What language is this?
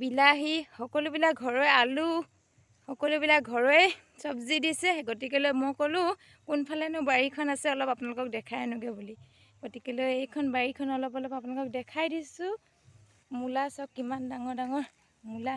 Assamese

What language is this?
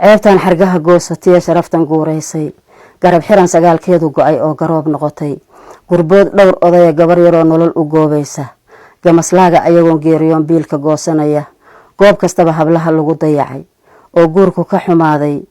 Somali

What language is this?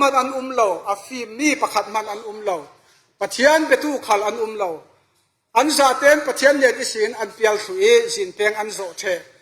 Falam Chin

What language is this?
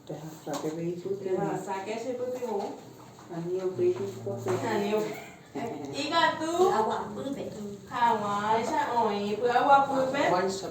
Guarani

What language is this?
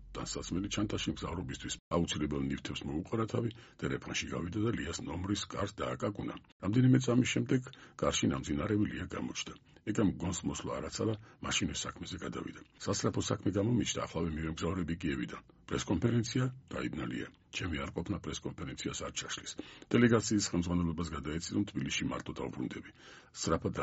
Georgian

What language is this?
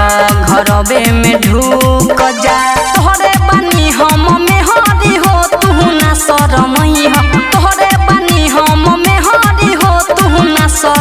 Bhojpuri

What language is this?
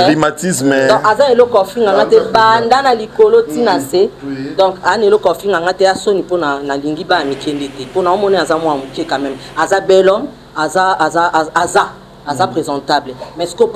Lingala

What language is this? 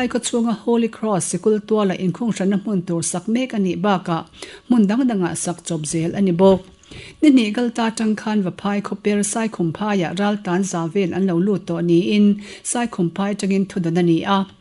Mizo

